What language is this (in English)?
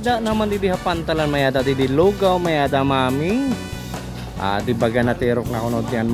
Waray